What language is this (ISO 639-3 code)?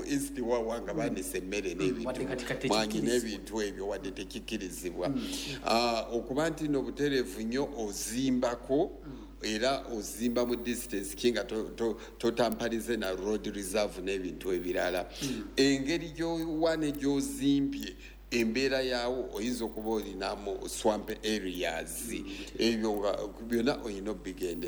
lug